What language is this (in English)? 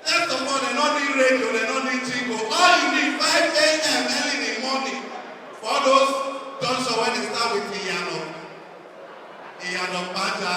Nigerian Pidgin